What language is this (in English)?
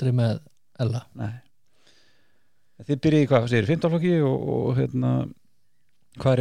Icelandic